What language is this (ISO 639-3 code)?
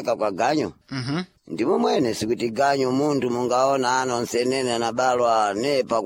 seh